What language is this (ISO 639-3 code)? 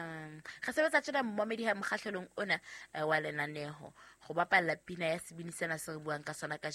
sot